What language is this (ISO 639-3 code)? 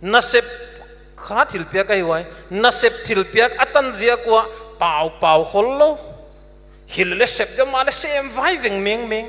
pck